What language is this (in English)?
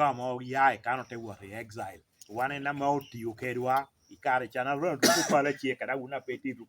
Lango (Uganda)